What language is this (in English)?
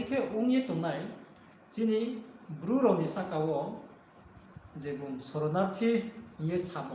Riang (India)